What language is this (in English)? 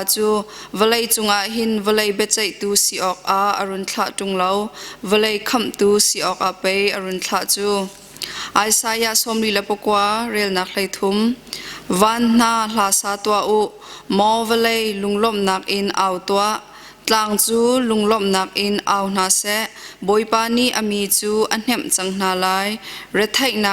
Hakha Chin